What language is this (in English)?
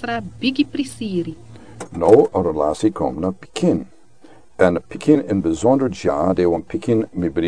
Sranan Tongo